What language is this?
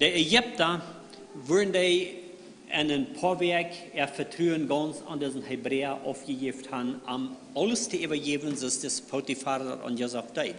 Plautdietsch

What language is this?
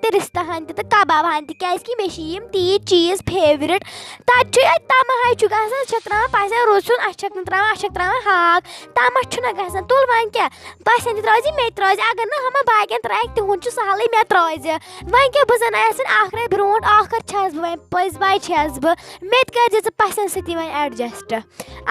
Kashmiri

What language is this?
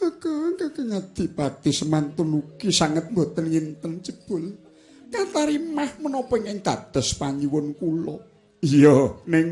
Javanese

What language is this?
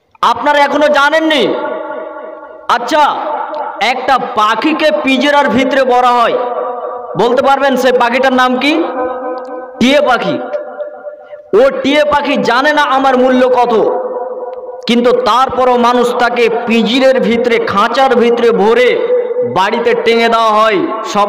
Bangla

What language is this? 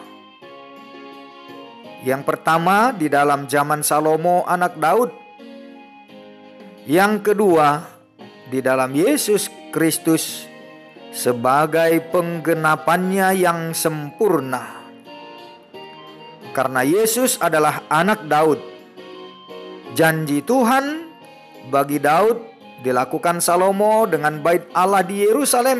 Indonesian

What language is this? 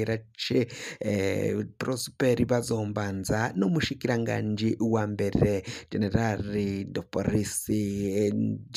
Rundi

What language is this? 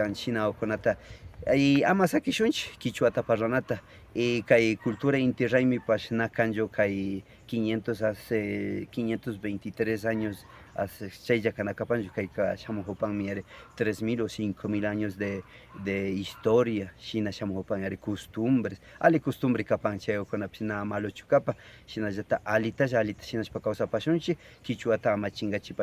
Imbabura Highland Quichua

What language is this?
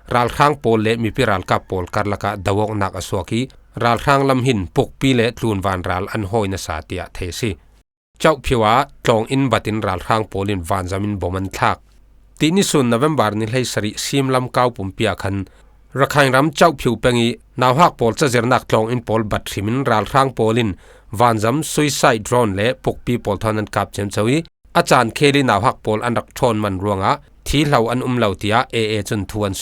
Falam Chin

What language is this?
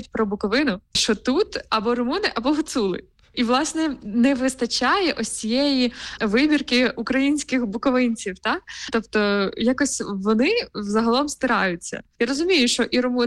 Ukrainian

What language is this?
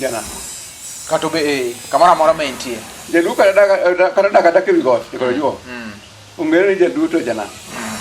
Luo (Kenya and Tanzania)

